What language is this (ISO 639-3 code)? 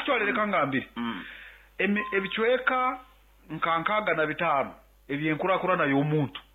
nyn